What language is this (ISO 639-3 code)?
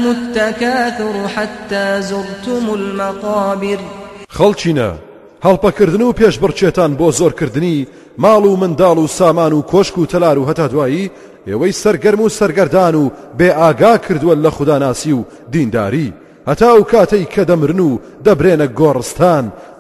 ckb